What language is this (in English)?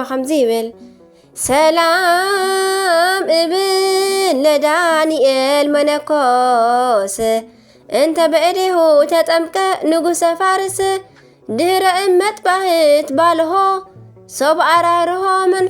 Tigrinya